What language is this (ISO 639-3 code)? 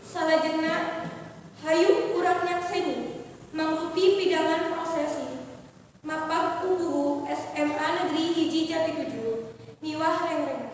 sun